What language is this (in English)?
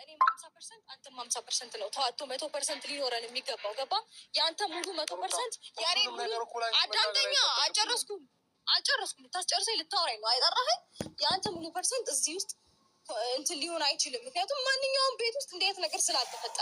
Amharic